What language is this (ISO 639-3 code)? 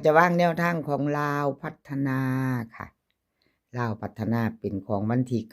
tts